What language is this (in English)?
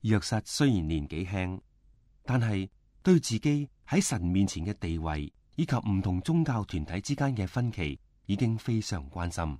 Cantonese